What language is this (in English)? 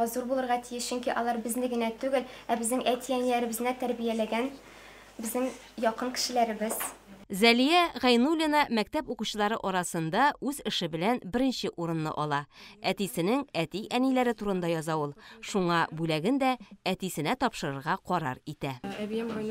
Tatar